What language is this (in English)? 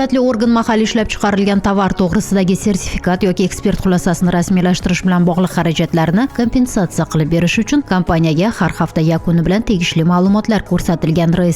Uzbek